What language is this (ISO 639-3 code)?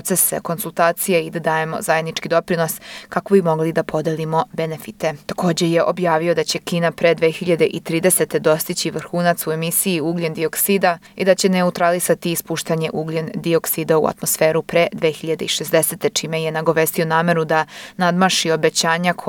srp